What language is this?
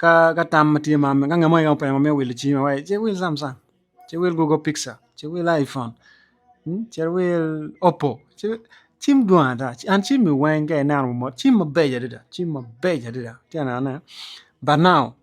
Acoli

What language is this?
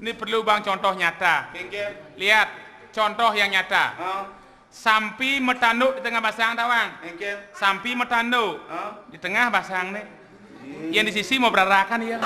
Balinese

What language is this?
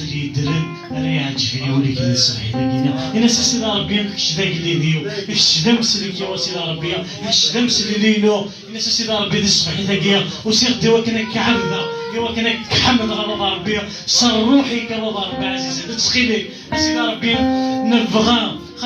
Kabyle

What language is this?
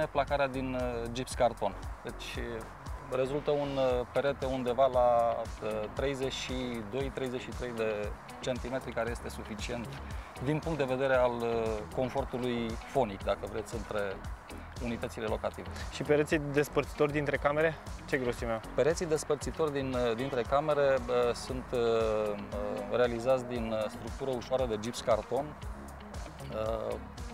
Romanian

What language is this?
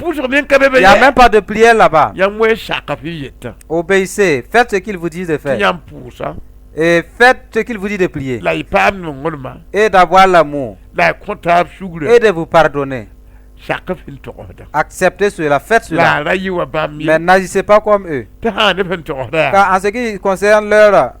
Mossi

